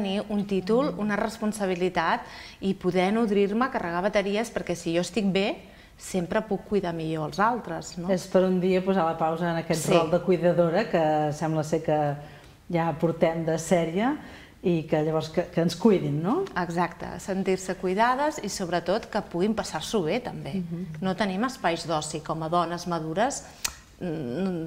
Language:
Catalan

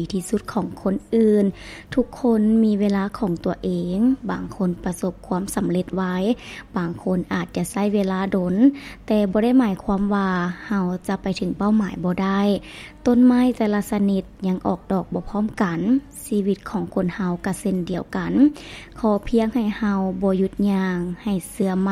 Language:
Lao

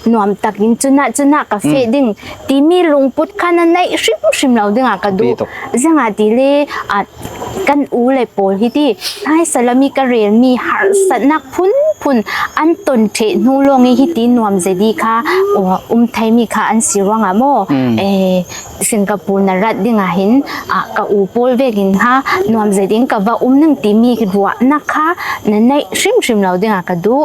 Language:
Falam Chin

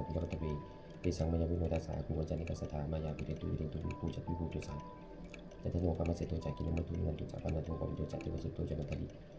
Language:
Pali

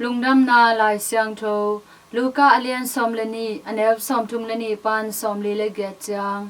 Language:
Tedim Chin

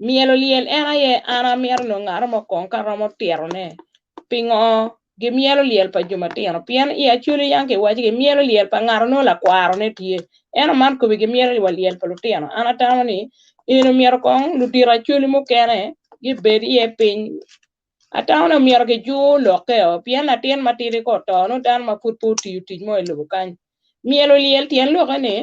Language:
Acoli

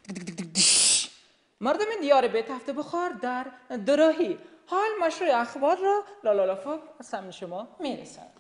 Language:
Persian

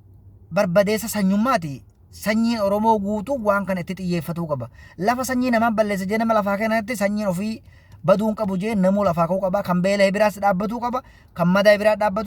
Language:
Oromo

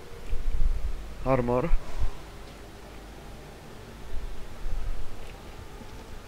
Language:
Czech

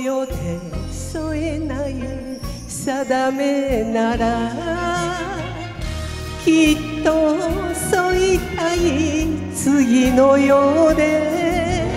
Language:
Japanese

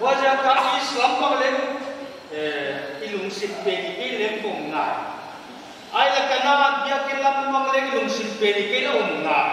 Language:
Paite Chin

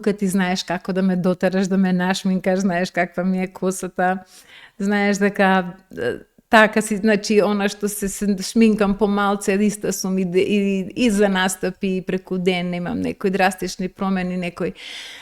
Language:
Macedonian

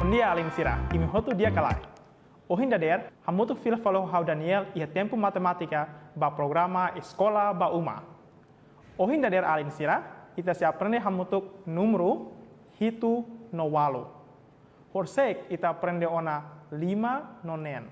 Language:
Tetum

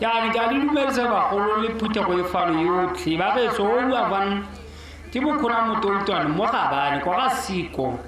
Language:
Tswana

